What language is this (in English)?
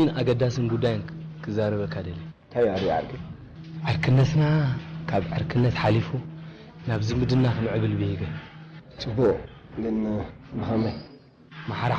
Tigrinya